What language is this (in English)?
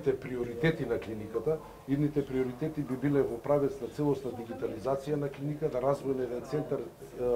Macedonian